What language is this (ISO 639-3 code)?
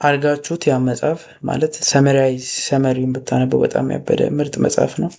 amh